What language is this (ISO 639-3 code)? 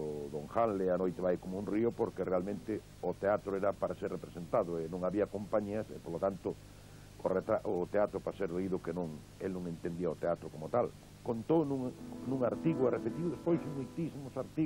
glg